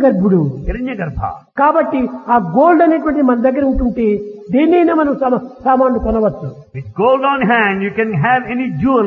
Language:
Telugu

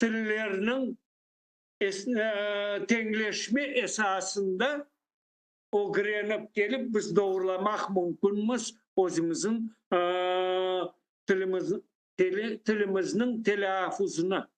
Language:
Crimean Tatar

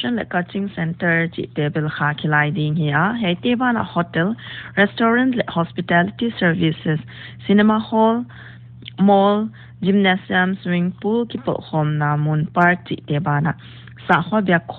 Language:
Paite Chin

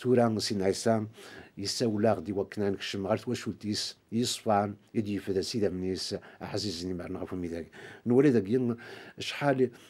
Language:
Kabyle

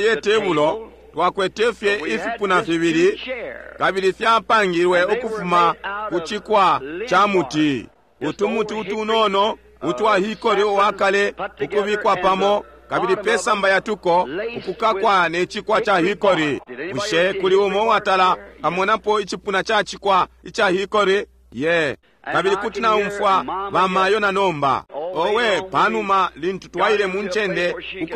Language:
Bemba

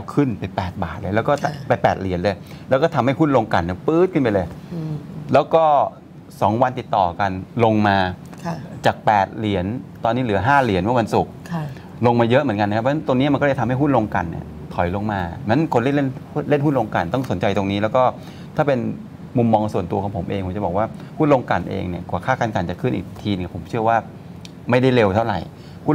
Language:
Thai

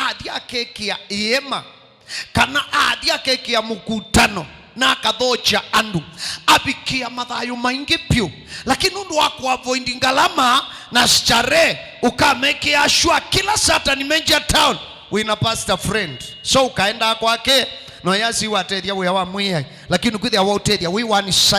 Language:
Kamba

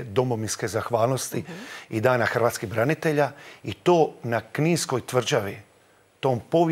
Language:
Croatian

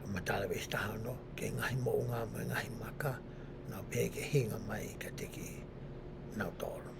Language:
Tongan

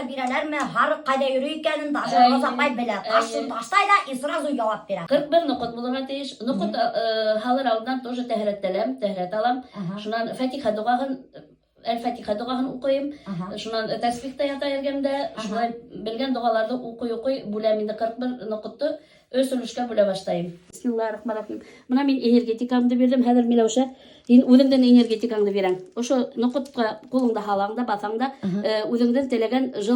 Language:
Bashkir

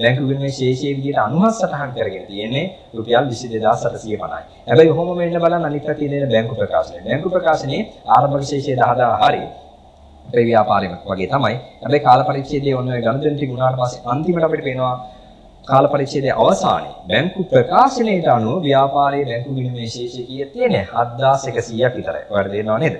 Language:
Sinhala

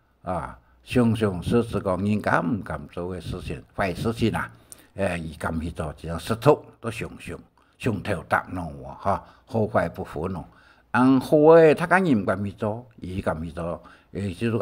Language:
Hakka Chinese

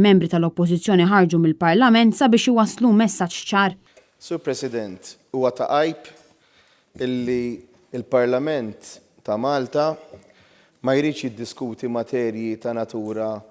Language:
Maltese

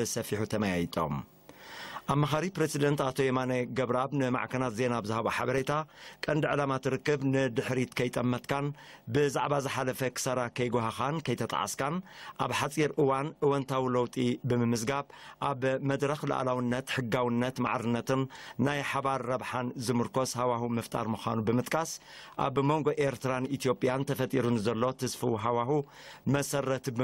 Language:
Tigrinya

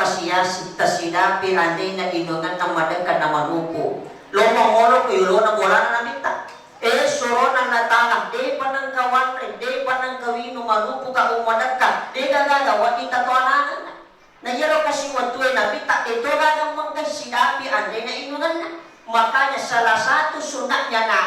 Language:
Buginese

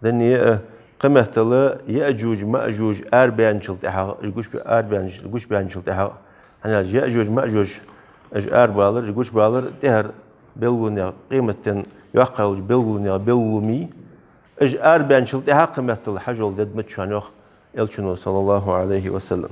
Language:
Ingush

